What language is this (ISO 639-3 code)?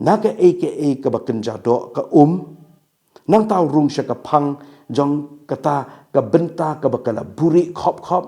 kha